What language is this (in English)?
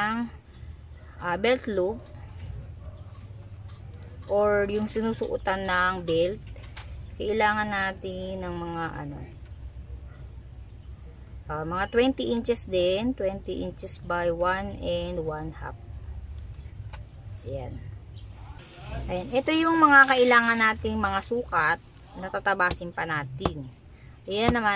Filipino